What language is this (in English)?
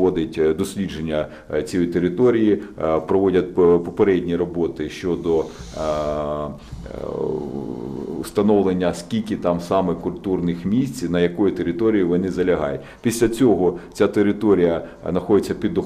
Ukrainian